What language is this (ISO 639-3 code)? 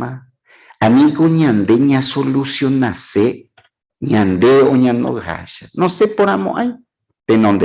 grn